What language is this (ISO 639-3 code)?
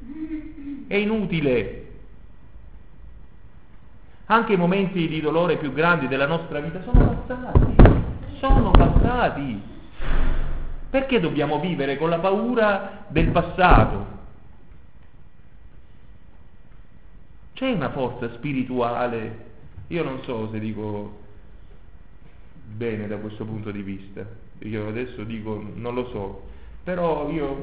ita